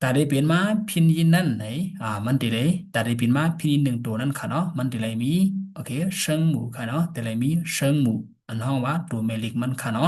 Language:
Shan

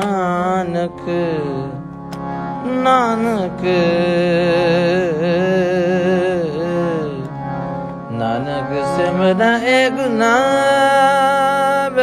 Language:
Punjabi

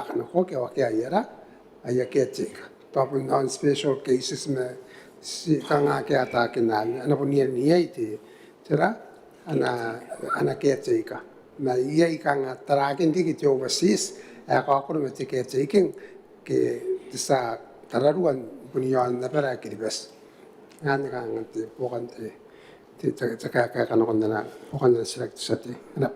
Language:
Gilbertese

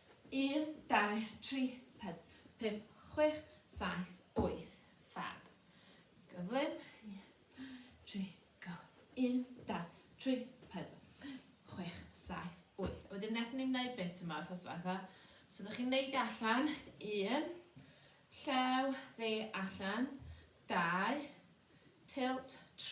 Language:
Welsh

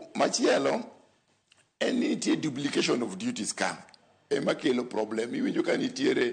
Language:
Luo (Kenya and Tanzania)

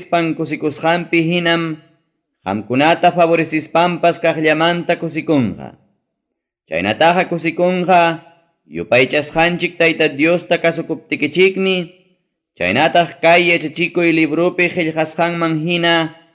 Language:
Ayacucho Quechua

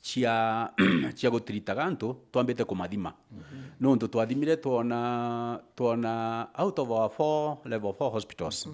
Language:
Meru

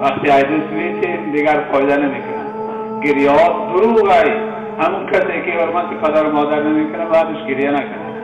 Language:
Tajik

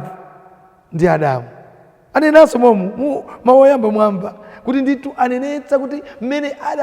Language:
Nyanja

